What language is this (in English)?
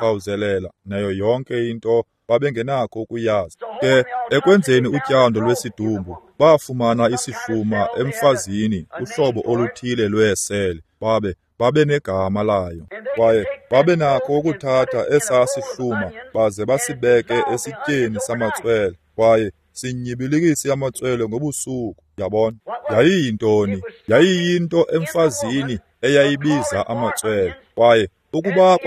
Xhosa